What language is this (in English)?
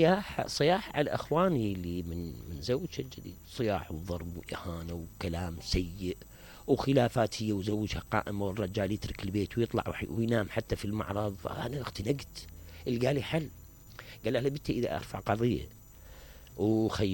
Mesopotamian Arabic